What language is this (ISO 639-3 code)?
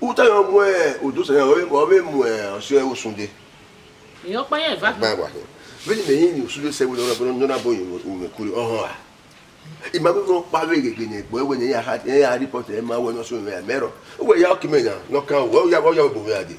bin